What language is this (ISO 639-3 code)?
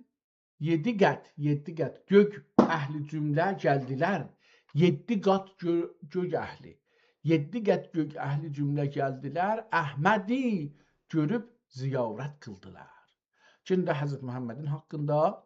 azb